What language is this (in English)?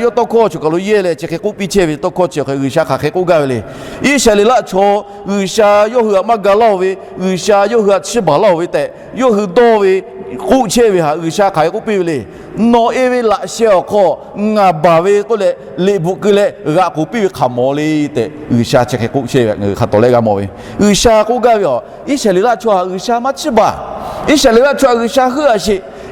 Lahu